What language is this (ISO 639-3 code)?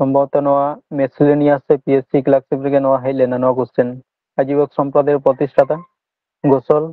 sat